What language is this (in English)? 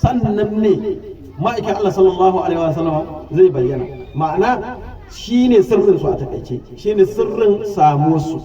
Hausa